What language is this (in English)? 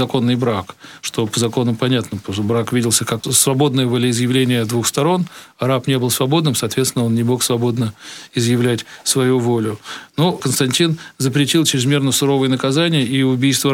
Russian